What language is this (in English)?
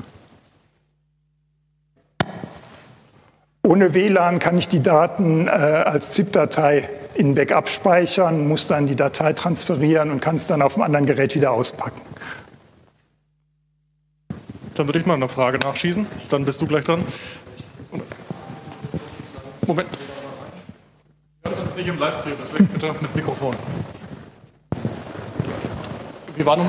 German